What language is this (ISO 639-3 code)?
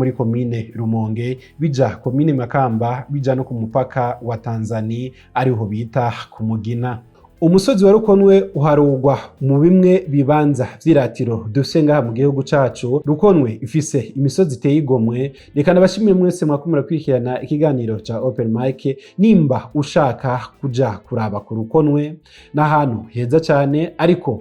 run